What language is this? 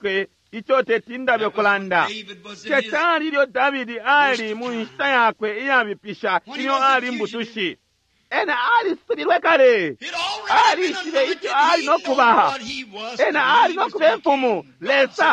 Bemba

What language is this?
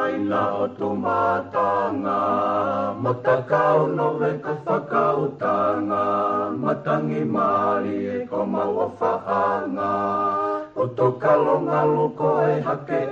Tongan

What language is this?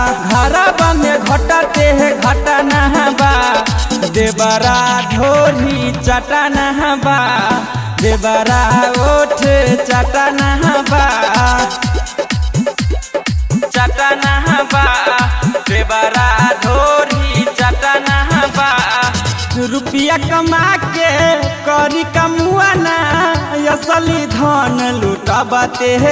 Bhojpuri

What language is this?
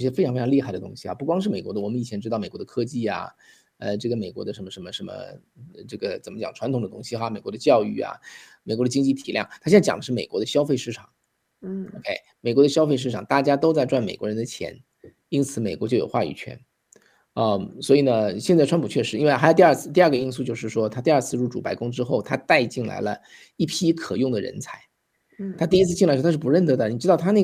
Chinese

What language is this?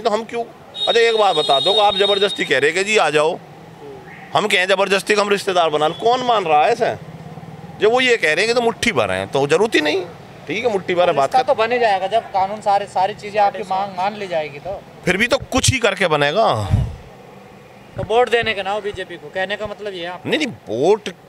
Hindi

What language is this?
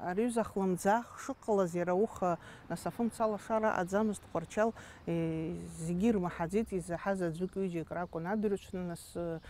Abkhazian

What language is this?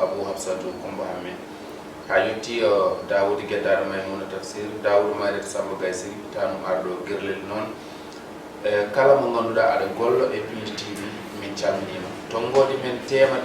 Fula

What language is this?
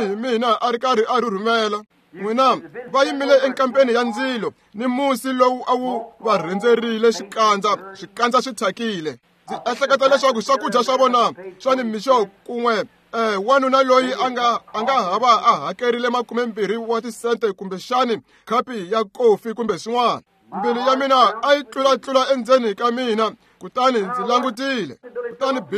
Tsonga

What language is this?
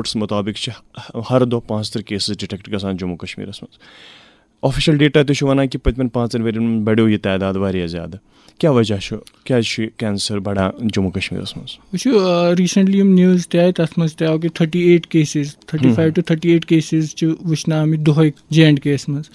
Kashmiri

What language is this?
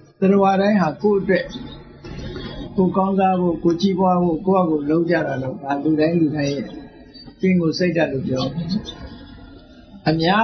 Burmese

